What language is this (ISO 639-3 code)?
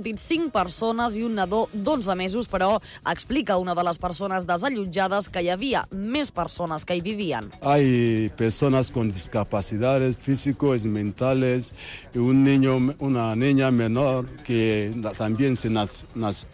cat